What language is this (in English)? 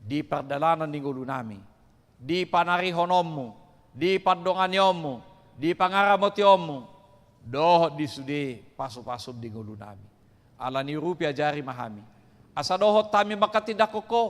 Batak Toba